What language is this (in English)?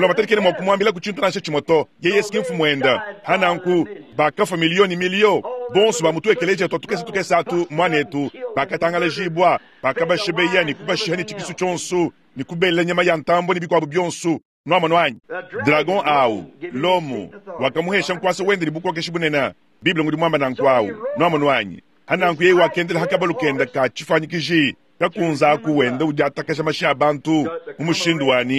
Luba-Lulua